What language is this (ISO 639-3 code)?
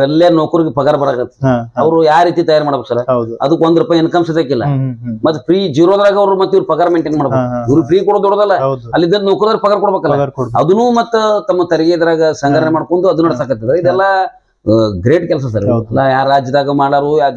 kan